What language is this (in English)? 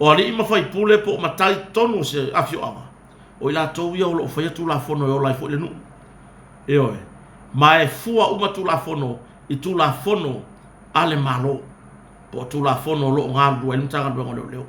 Samoan